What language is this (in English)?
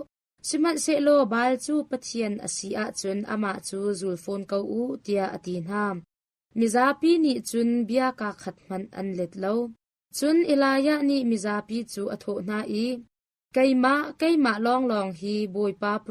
Hakha Chin